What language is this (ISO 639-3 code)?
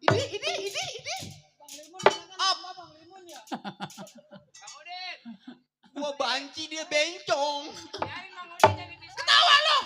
bew